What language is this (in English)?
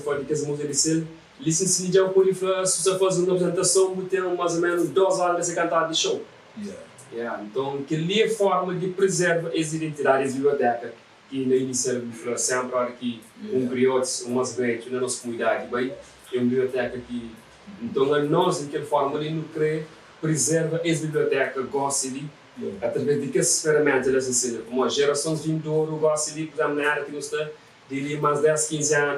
Kabuverdianu